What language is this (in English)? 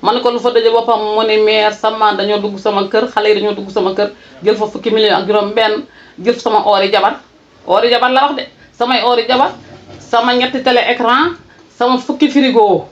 Wolof